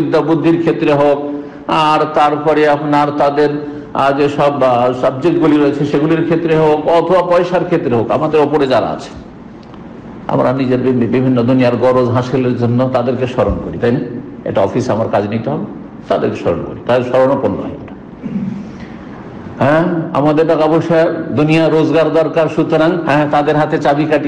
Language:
Bangla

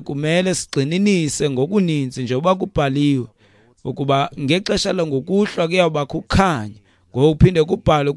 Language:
Xhosa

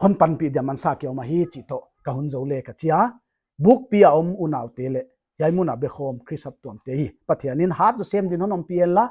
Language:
Paite Chin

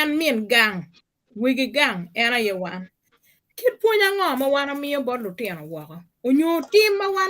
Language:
Acoli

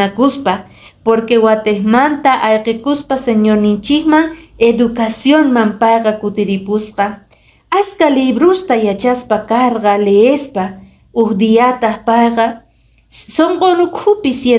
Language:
Quechua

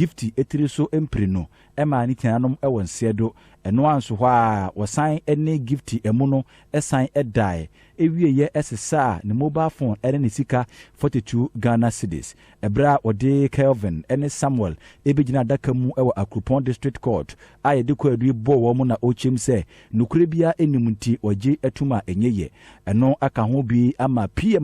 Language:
Akan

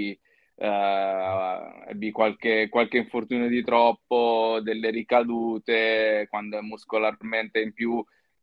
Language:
Italian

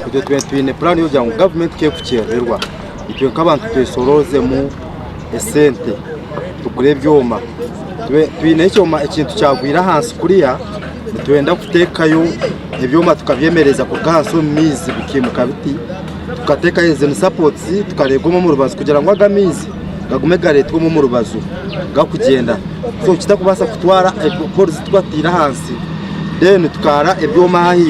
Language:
Nyankole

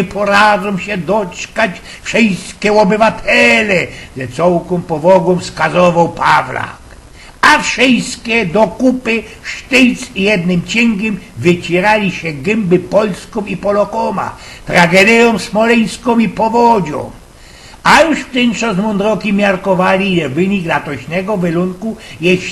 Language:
Silesian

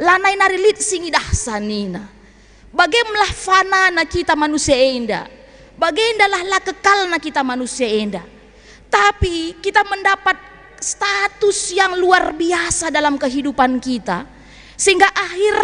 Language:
Batak Karo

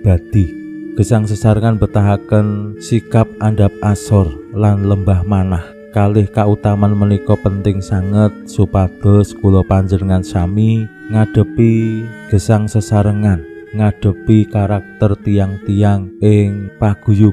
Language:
Javanese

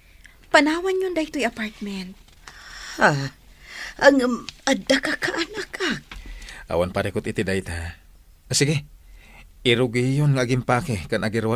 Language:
Iloko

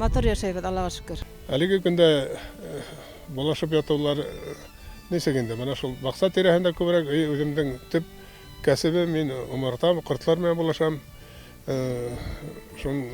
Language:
Bashkir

